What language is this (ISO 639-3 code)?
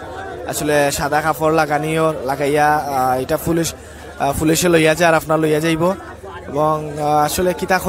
syl